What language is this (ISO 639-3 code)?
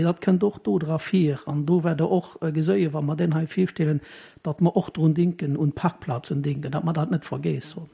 ltz